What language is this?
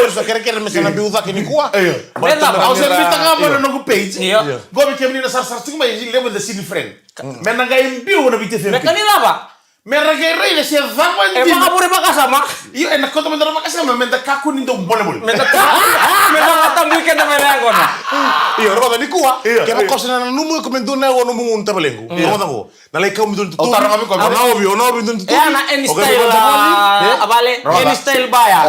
Fijian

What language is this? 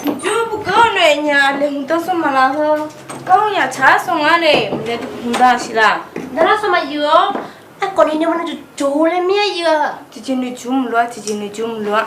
Akha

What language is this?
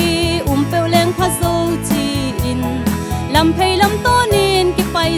Tedim Chin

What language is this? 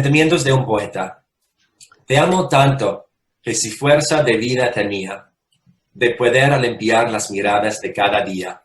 Ladino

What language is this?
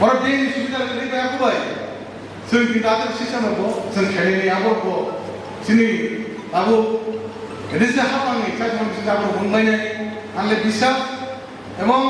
Kok Borok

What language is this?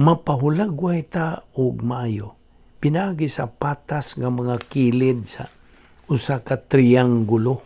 Cebuano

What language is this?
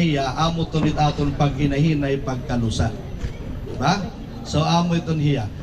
Waray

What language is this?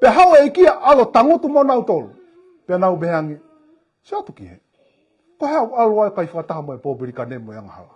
Tongan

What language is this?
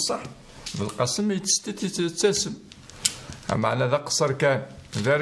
Kabyle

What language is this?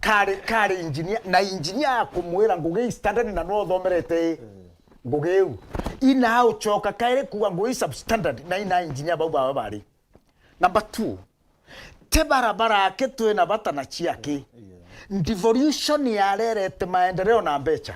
Meru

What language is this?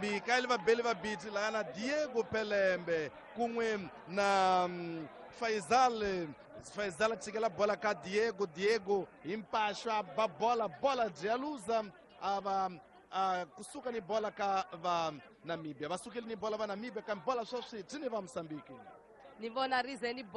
Tsonga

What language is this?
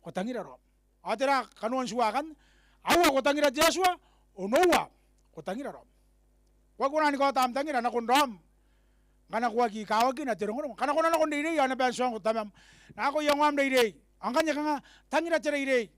Gilbertese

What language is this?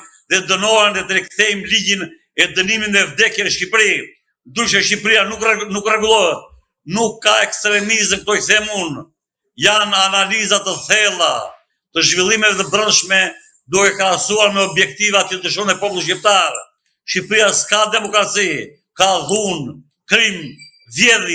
Albanian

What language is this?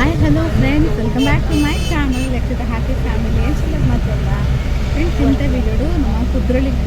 Tulu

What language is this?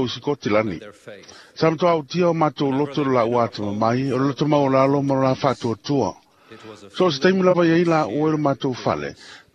Samoan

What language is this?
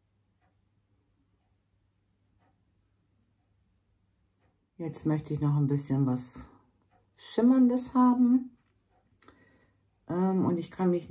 German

